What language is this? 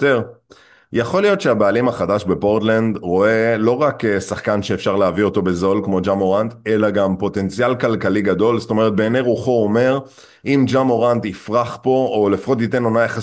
Hebrew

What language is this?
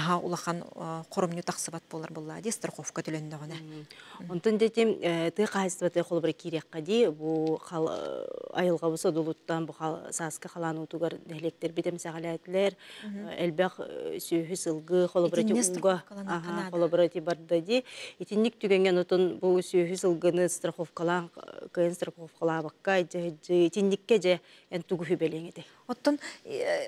Yakut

